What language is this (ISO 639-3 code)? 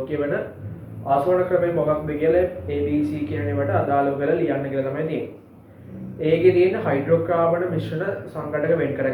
sin